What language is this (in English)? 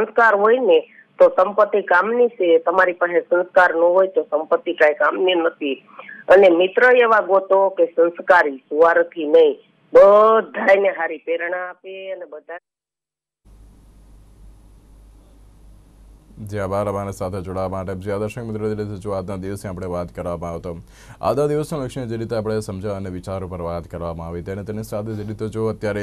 Gujarati